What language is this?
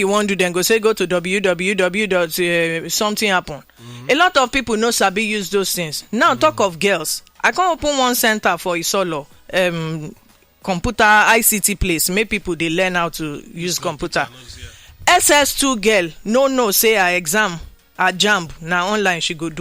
Nigerian Pidgin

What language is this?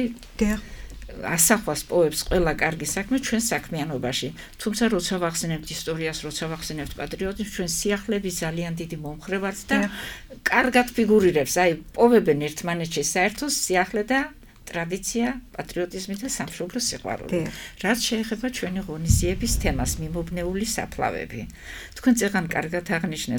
Georgian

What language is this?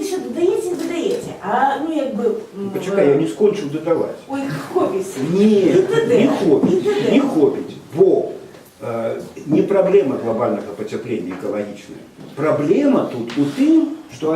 Belarusian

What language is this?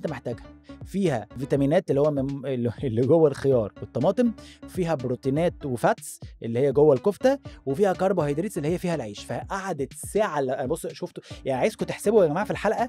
Egyptian Arabic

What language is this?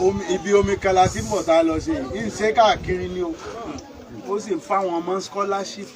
Yoruba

